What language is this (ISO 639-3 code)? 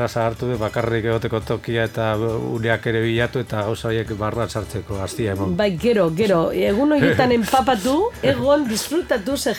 eus